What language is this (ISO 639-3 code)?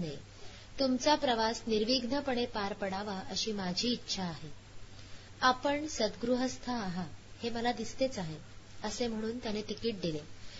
mar